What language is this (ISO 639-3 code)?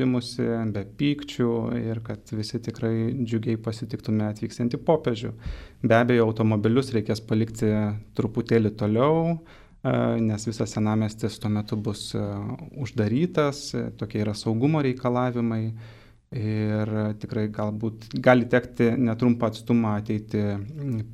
lit